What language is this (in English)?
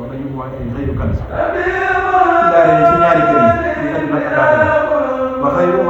Wolof